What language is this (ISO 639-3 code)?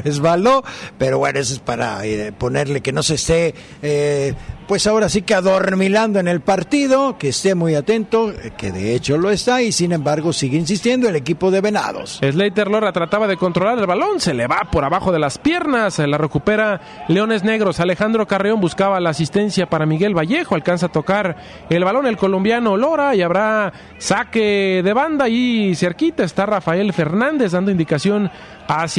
spa